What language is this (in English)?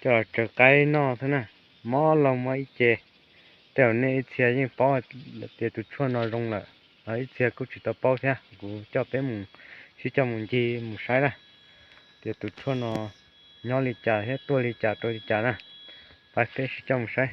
Hmong